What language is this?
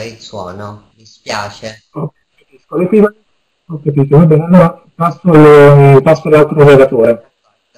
Italian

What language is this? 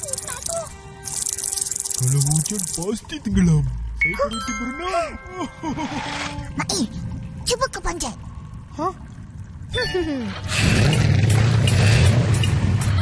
Malay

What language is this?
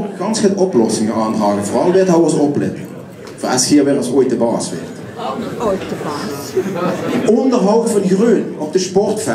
Limburgish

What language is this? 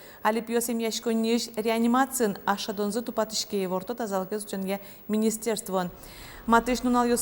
Udmurt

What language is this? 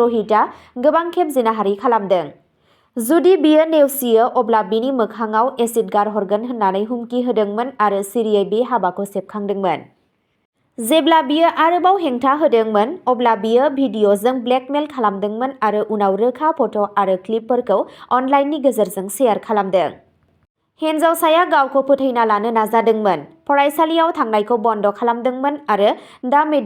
Bodo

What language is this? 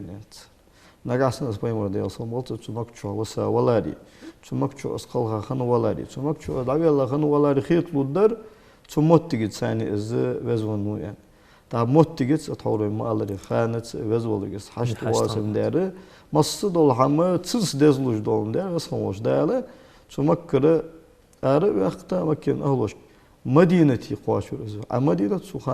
Ingush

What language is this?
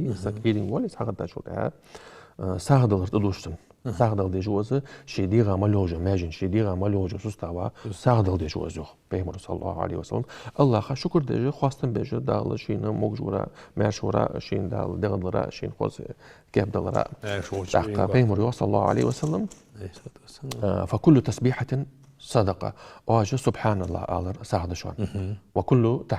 Ingush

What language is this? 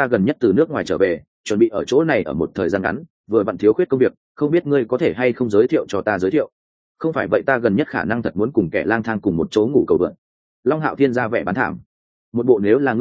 Vietnamese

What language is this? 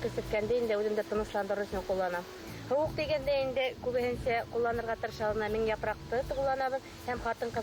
Bashkir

